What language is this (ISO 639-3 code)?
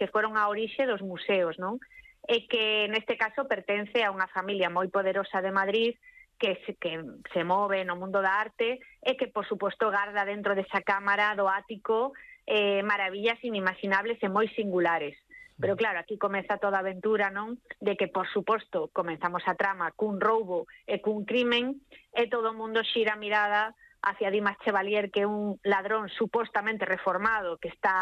glg